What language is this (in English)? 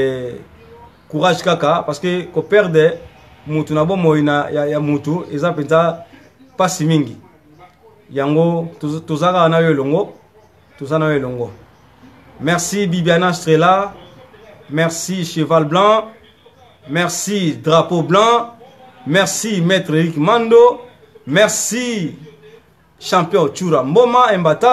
Lingala